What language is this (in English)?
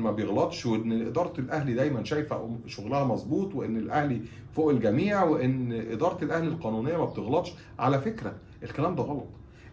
Egyptian Arabic